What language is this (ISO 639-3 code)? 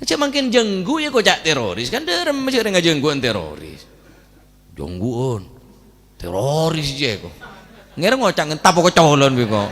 mad